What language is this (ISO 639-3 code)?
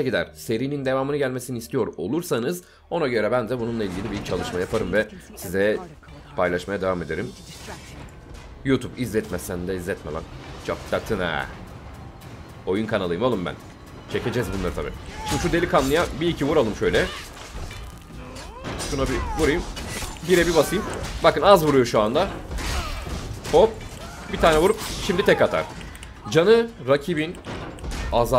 tur